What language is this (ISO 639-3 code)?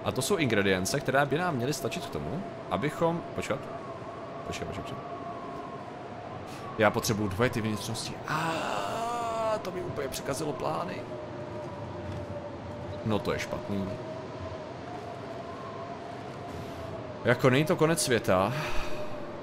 ces